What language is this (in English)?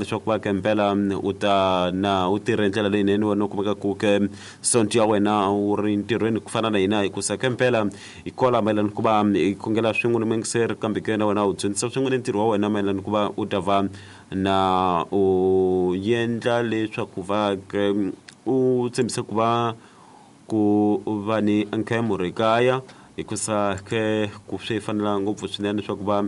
Tsonga